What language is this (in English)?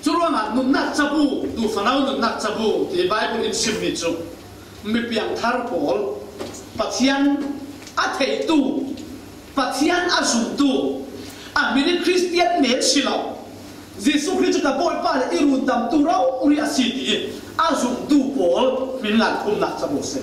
Falam Chin